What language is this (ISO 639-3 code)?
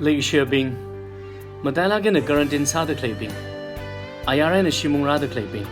nmf